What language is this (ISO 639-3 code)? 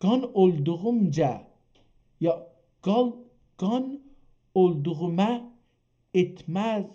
azb